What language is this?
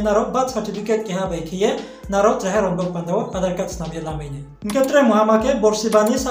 Riang (India)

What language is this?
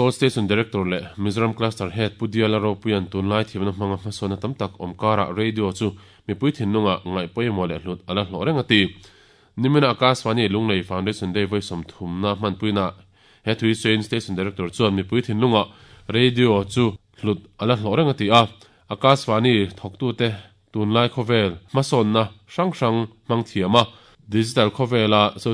Mizo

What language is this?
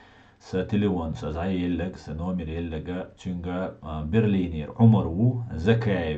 Chechen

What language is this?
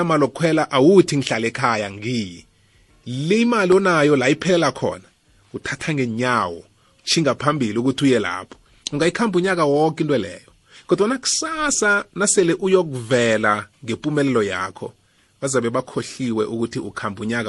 South Ndebele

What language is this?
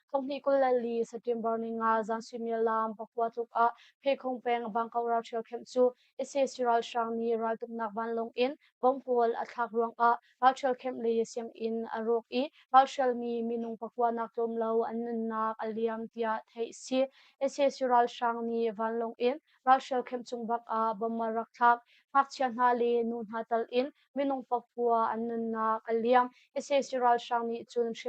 Hakha Chin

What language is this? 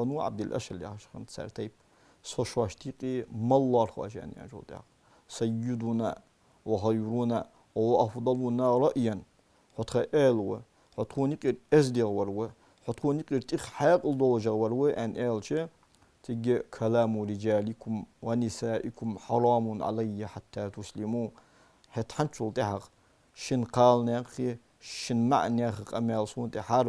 Ingush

